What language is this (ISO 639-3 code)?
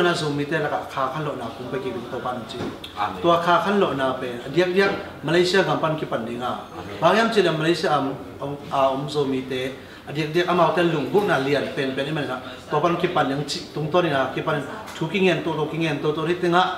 ctd